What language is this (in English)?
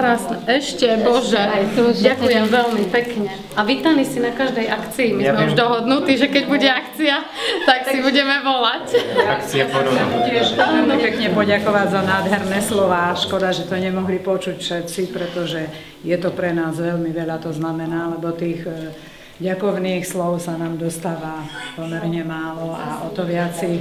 Slovak